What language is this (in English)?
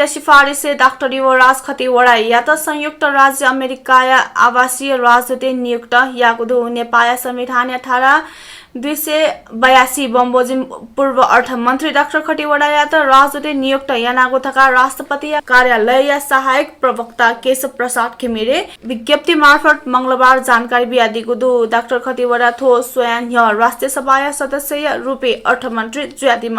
Newari